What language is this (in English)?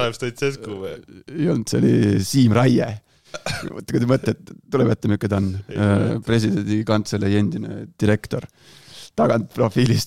Estonian